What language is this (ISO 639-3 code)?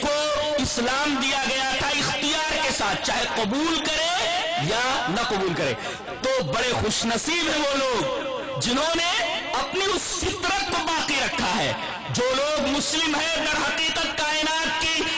urd